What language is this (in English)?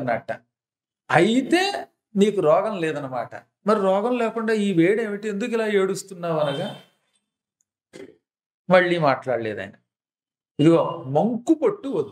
Telugu